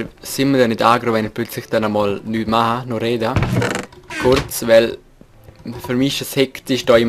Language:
Swiss German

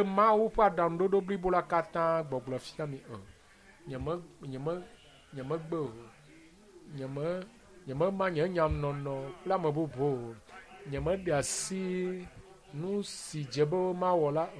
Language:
Ewe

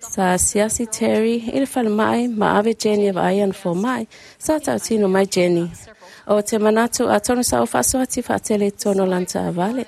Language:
Samoan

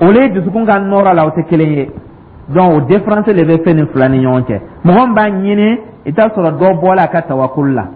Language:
Dyula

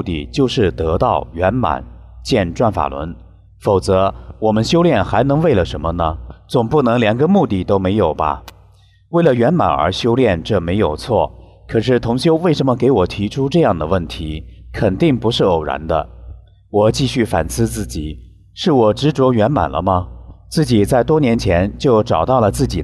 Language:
Chinese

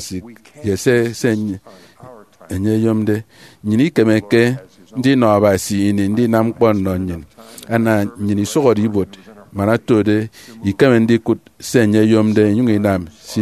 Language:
Efik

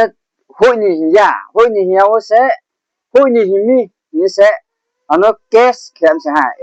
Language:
Riang (India)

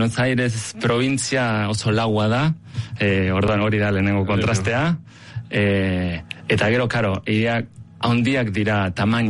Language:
Basque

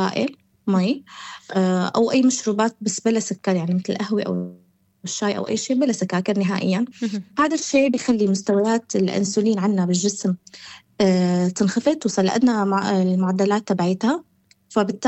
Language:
North Levantine Arabic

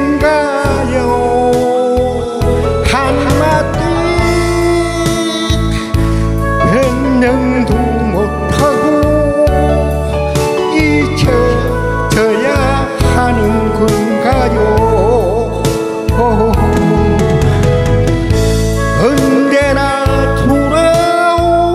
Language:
Korean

